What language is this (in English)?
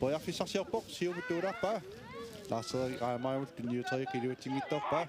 Kalaallisut